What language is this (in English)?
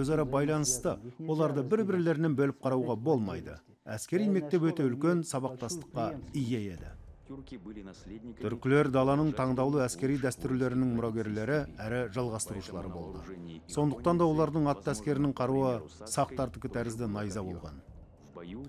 Kazakh